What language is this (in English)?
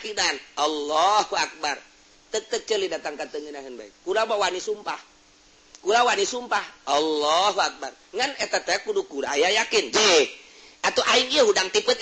Sundanese